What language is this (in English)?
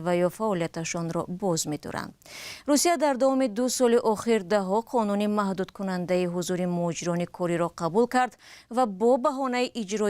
Tajik